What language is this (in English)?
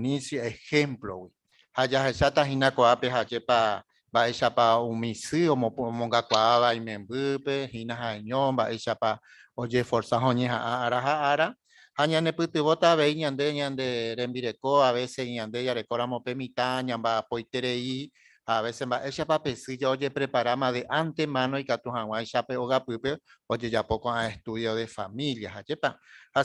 Guarani